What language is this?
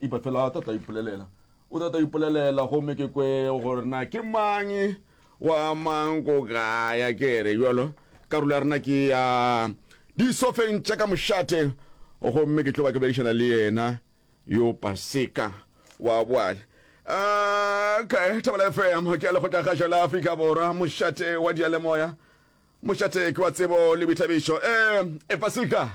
Northern Sotho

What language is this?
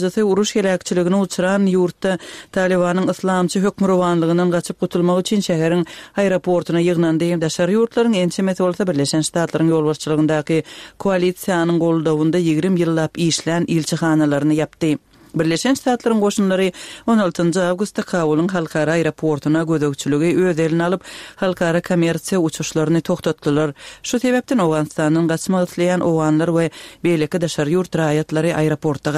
Turkmen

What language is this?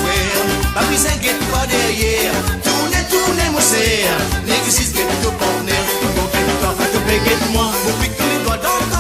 Morisyen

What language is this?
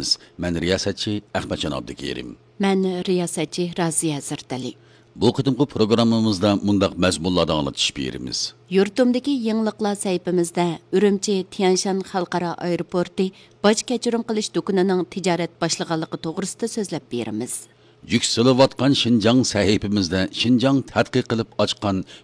Uyghur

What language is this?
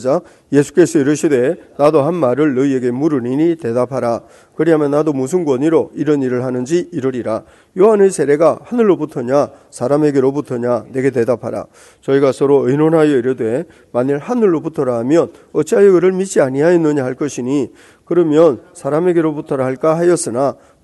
Korean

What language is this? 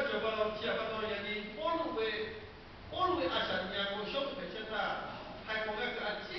Lahu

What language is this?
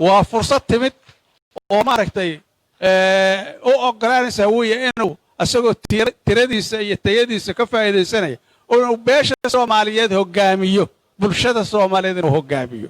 Somali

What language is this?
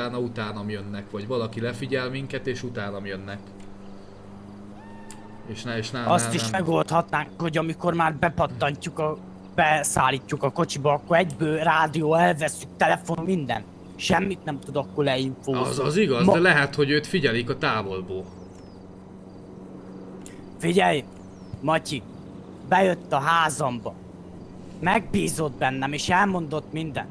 Hungarian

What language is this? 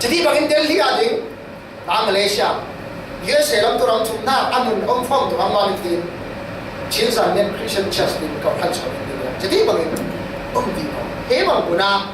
Falam Chin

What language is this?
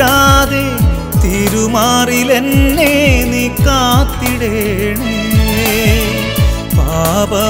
Malayalam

